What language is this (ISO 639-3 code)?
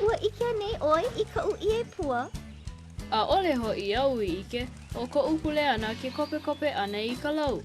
haw